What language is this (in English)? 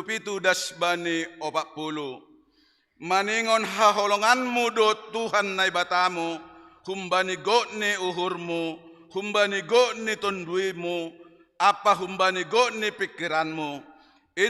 Batak Simalungun